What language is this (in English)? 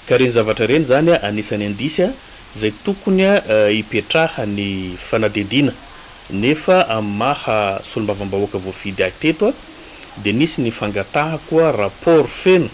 Malagasy